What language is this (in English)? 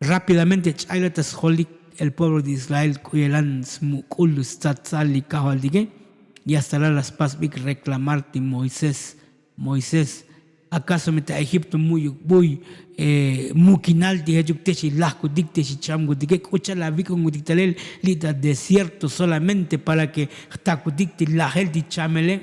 Tzotzil